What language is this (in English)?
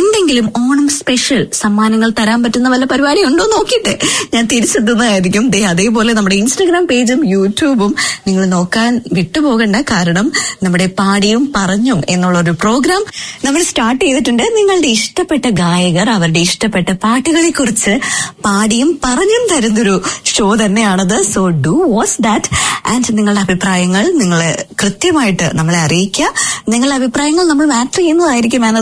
Malayalam